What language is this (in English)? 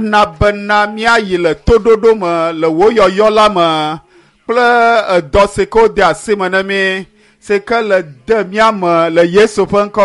Ewe